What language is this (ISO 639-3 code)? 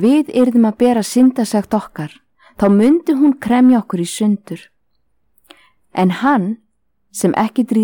isl